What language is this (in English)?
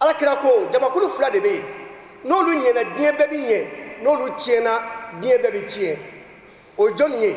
Bambara